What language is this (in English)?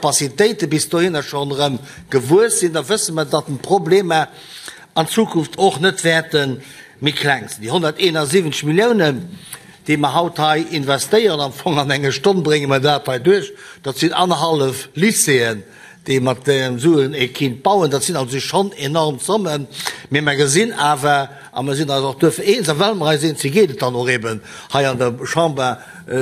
Luxembourgish